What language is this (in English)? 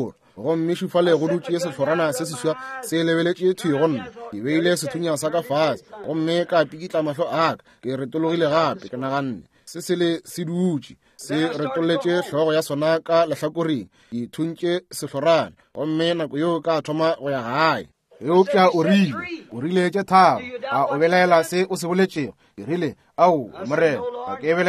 Northern Sotho